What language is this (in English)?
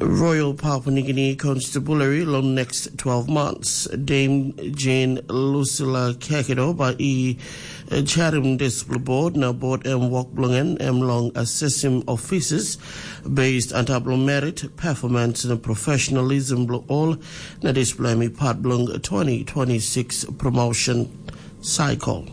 Tok Pisin